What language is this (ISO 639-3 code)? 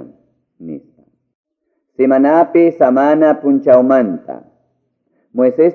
que